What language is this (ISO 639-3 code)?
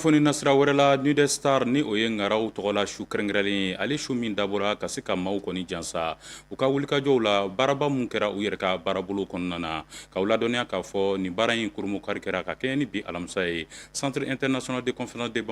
bam